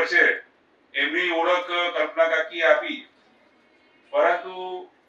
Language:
Gujarati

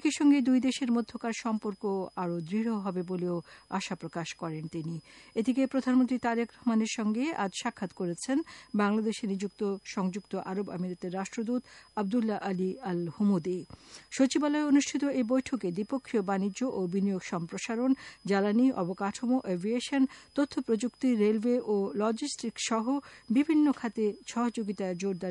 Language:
Bangla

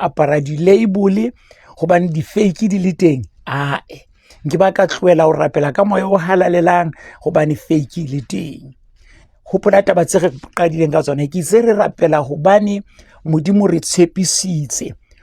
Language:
Southern Sotho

